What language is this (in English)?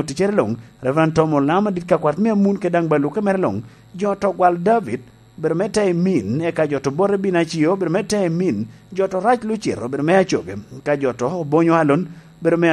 Lango (Uganda)